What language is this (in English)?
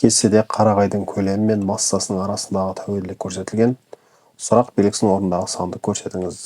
Kazakh